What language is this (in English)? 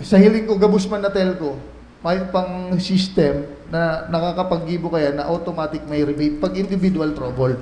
Bikol